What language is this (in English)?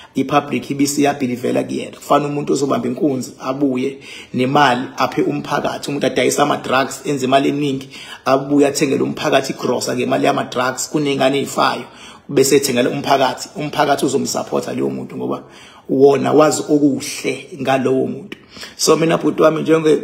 Zulu